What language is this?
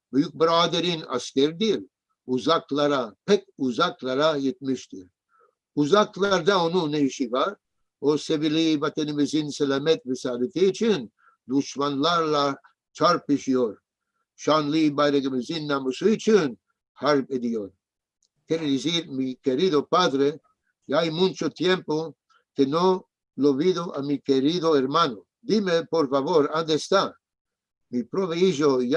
Ladino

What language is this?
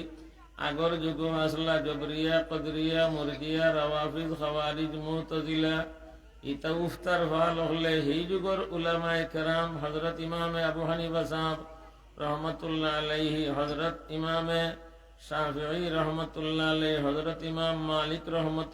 Sylheti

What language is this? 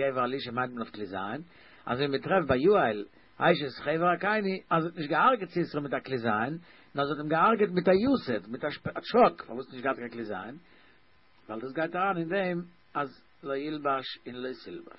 Yiddish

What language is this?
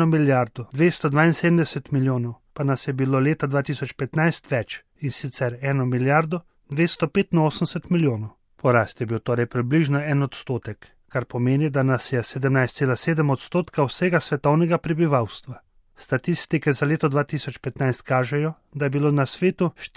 Slovenian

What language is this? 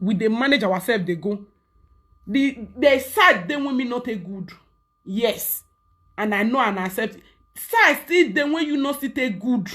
Nigerian Pidgin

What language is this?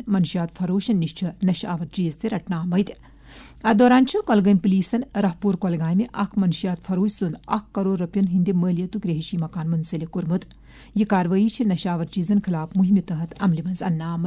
Kashmiri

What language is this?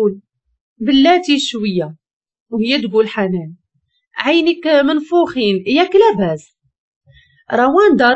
Moroccan Arabic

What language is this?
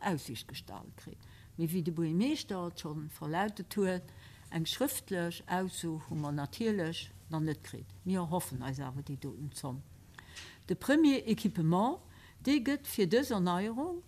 Luxembourgish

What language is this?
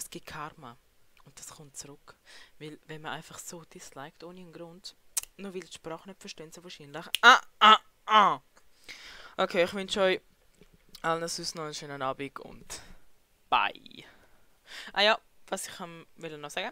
Swiss German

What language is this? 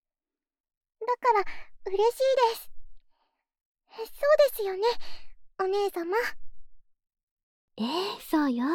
Japanese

